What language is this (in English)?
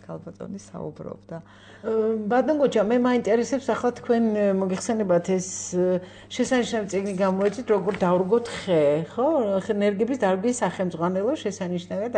Georgian